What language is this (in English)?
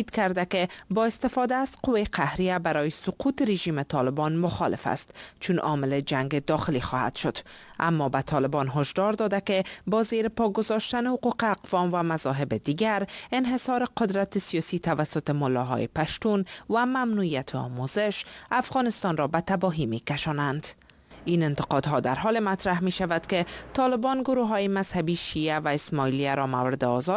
Persian